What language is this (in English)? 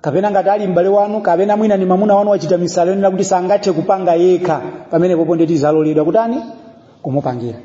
Nyanja